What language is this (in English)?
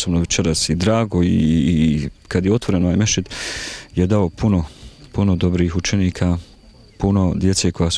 Bosnian